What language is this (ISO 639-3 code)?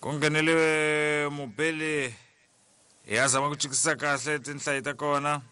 tso